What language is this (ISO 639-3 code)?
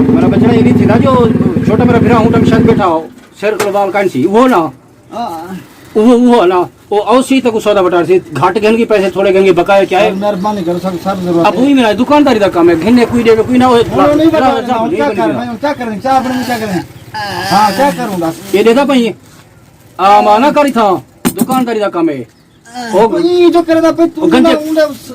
skr